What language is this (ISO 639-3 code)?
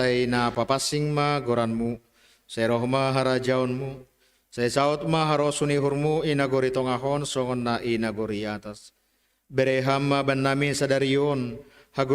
bts